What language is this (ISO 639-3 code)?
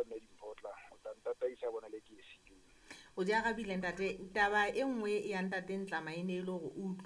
sot